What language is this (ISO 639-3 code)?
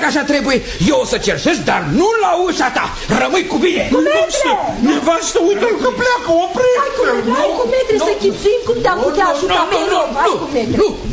ron